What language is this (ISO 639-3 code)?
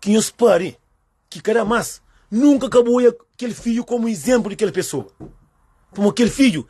kea